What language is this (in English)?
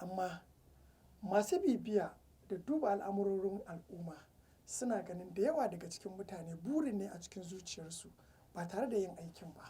Hausa